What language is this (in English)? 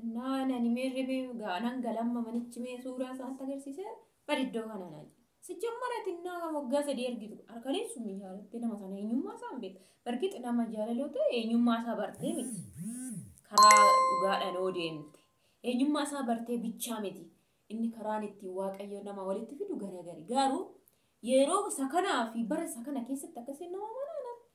Oromo